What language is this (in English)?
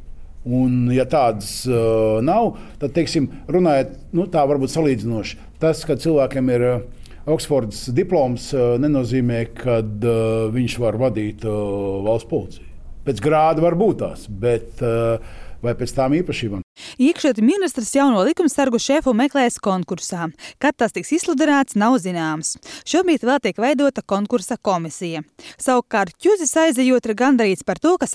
Latvian